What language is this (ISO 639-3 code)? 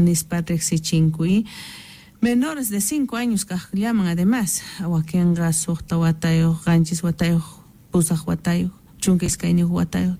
quh